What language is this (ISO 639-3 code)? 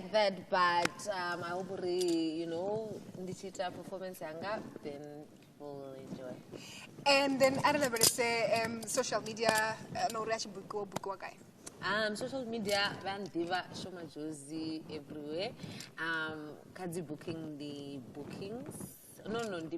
ven